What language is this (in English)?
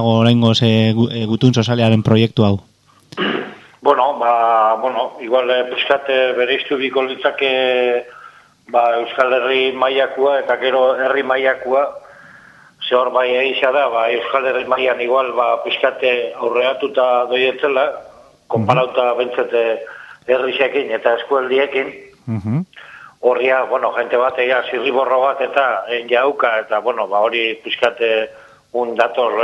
Basque